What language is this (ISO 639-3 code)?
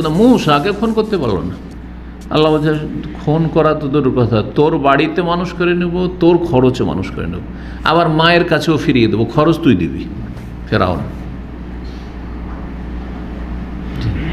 ben